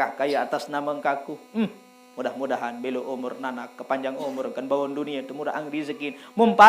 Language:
Sasak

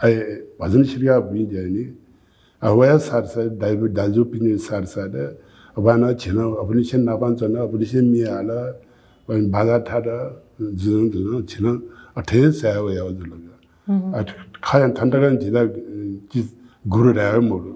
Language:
Newari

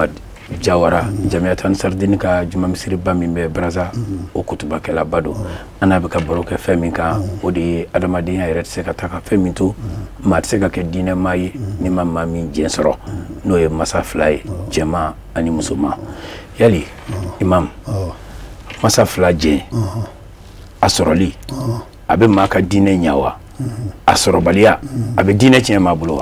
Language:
Bambara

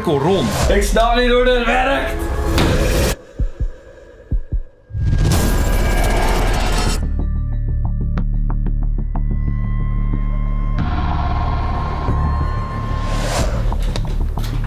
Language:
Dutch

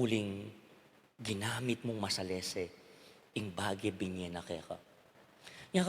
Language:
Pampanga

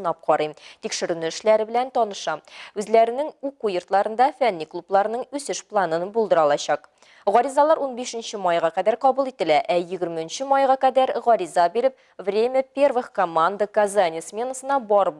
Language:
Tatar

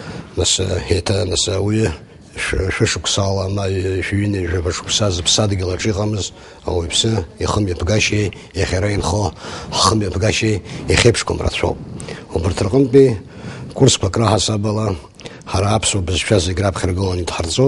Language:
Abkhazian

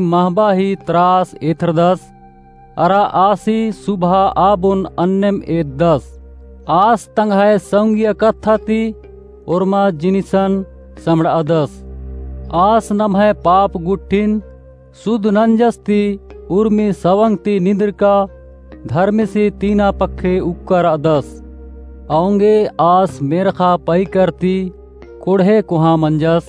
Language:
Kurukh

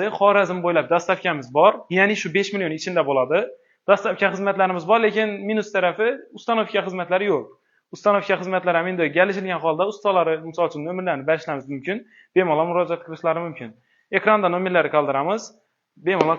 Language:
Uzbek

